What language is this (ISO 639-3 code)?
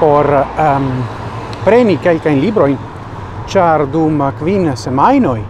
epo